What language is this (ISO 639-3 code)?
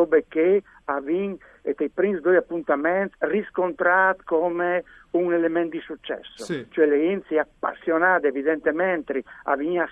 fur